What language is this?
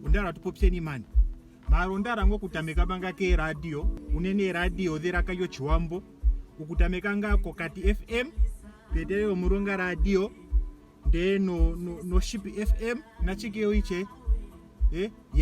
Ndonga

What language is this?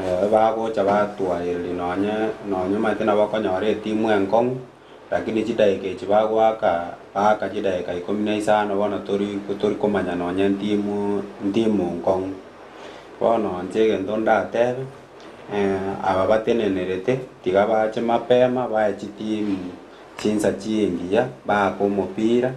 Gusii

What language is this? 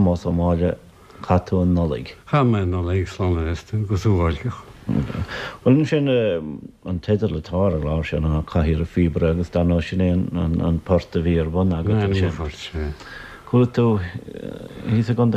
Irish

